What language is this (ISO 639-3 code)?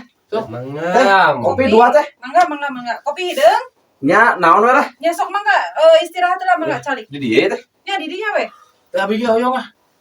sun